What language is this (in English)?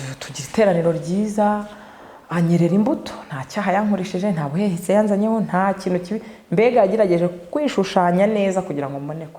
Kinyarwanda